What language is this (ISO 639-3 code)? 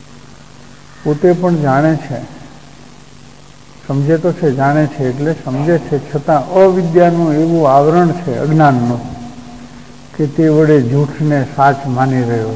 guj